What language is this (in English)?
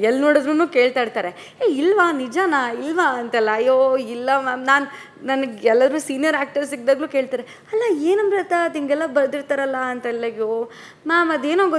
Kannada